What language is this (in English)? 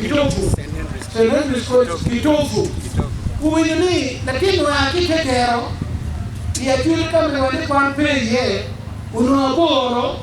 Acoli